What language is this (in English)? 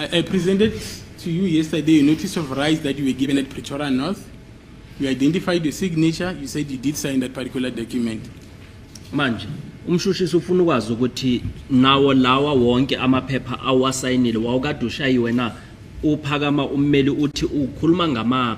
Zulu